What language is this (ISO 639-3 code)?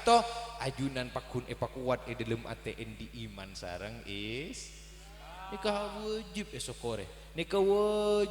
mad